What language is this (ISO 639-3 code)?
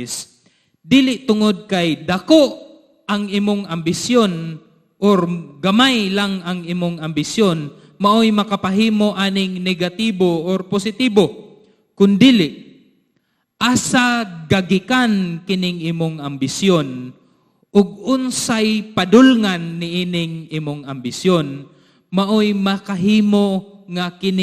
ceb